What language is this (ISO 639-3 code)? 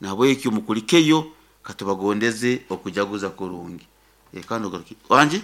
nyn